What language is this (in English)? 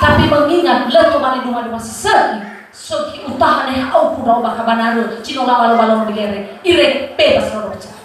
Nias